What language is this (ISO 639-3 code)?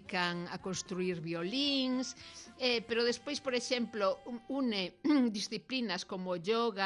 glg